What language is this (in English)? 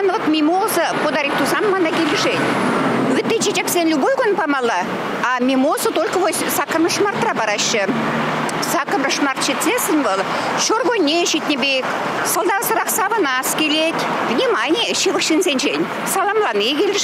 Chuvash